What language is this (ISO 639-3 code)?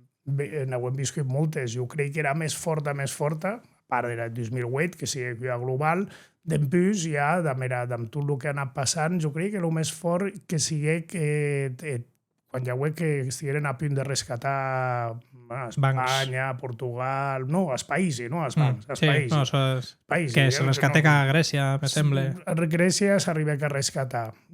oci